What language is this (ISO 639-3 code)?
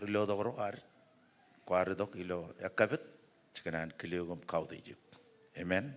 mah